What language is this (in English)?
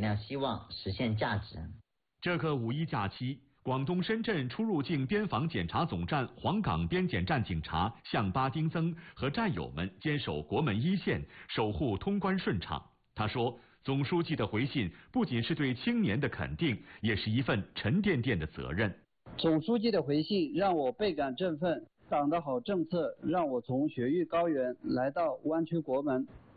Chinese